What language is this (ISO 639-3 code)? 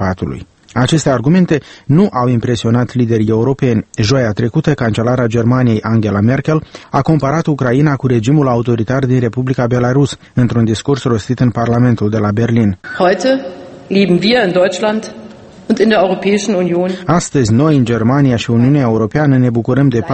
ron